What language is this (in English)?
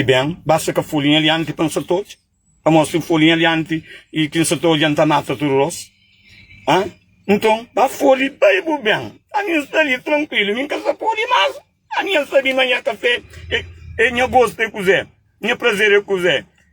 Kabuverdianu